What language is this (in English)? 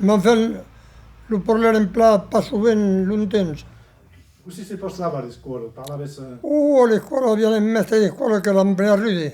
Occitan